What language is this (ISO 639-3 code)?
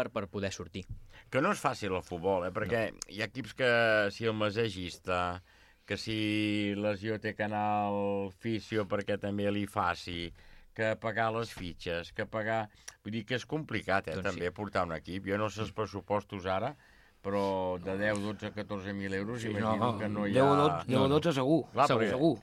cat